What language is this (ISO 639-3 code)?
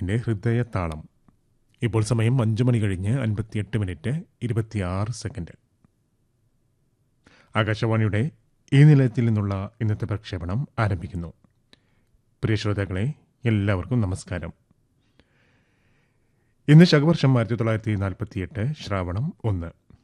mal